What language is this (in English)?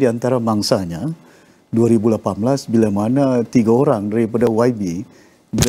Malay